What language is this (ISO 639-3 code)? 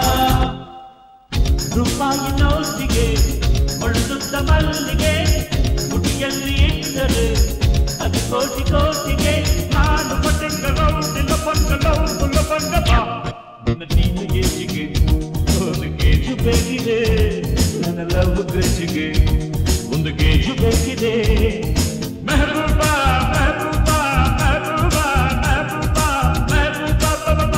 kan